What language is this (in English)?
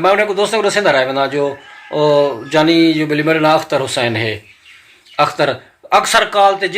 Saraiki